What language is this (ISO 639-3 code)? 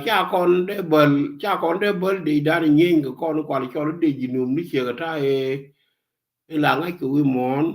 nus